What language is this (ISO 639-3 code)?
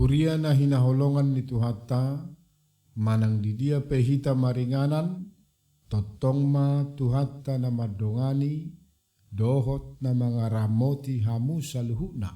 bbc